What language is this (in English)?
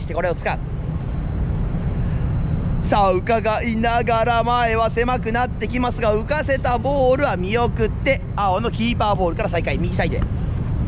Japanese